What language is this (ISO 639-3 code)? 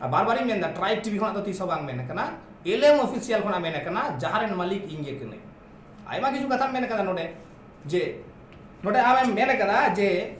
sat